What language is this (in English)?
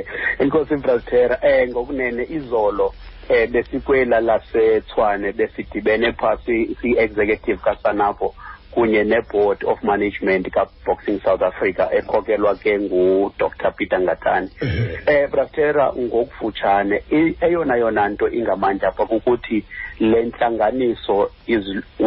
Xhosa